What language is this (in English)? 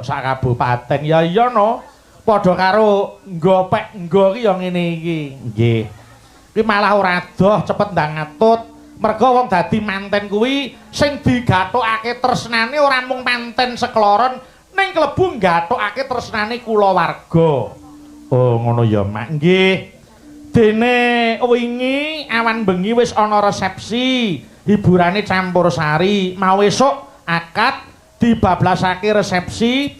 Javanese